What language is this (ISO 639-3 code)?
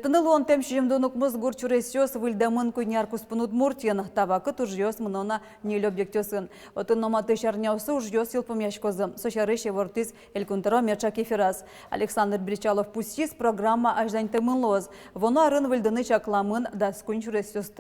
udm